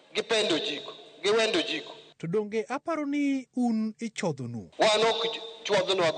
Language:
Luo (Kenya and Tanzania)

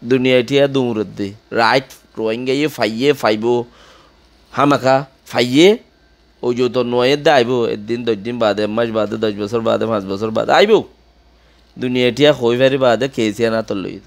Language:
Rohingya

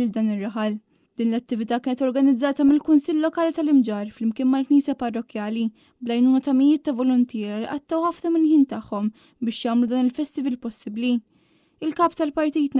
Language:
Maltese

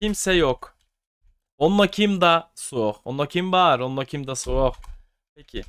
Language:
Yakut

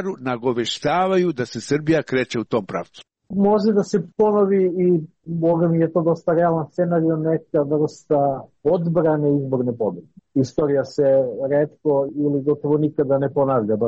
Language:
Serbian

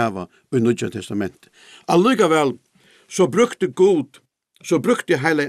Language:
Faroese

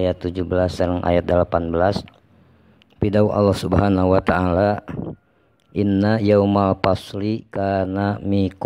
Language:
Sundanese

